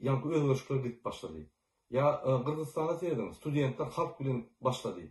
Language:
Turkmen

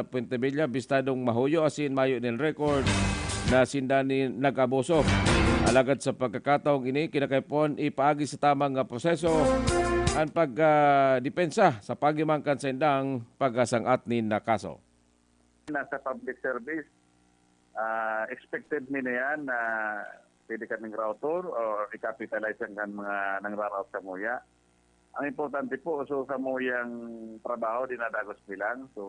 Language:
Bikol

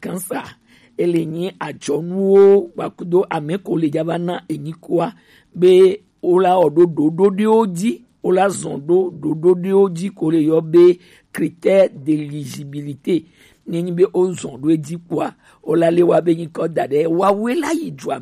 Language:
Gen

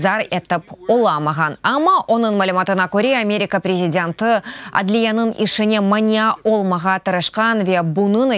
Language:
Crimean Tatar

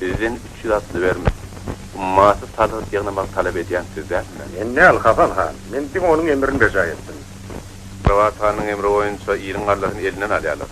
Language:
Turkmen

